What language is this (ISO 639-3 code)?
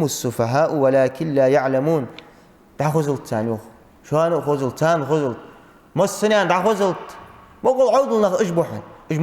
inh